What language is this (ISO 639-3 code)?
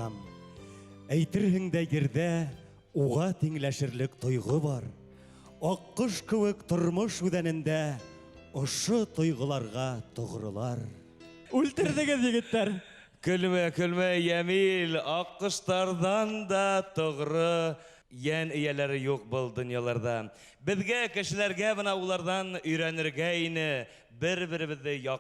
bak